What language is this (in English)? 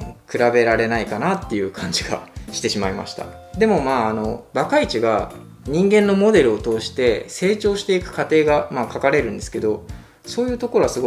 Japanese